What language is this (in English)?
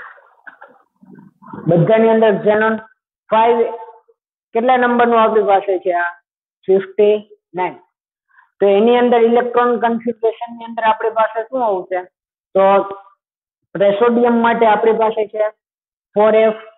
Gujarati